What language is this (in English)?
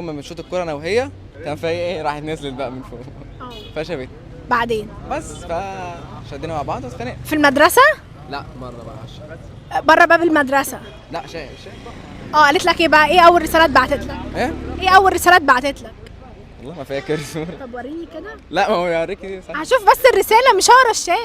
Egyptian Arabic